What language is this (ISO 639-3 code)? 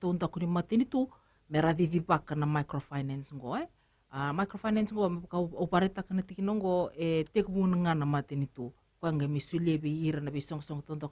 fij